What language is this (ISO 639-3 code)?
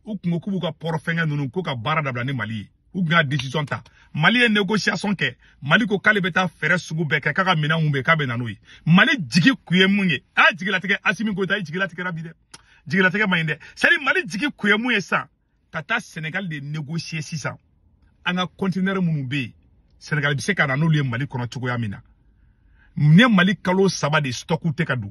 bam